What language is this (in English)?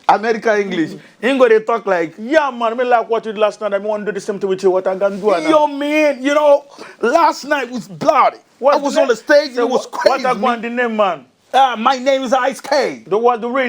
Nigerian Pidgin